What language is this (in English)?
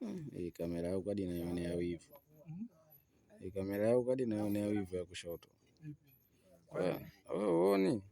Swahili